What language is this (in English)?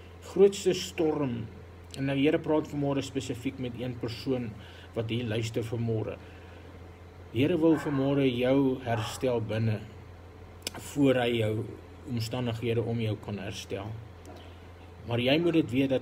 Afrikaans